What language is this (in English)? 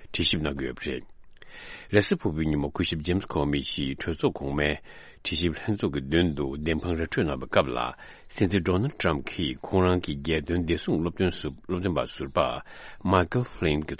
Tibetan